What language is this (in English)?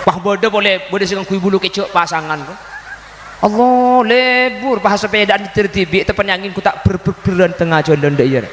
Madurese